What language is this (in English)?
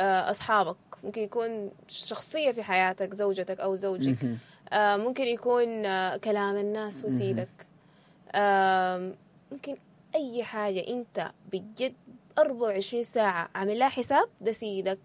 Sudanese Arabic